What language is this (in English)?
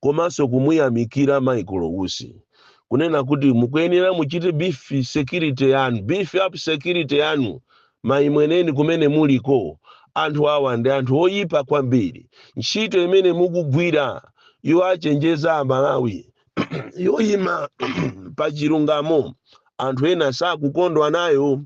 Nyanja